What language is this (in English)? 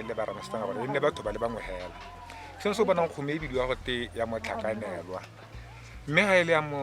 Tswana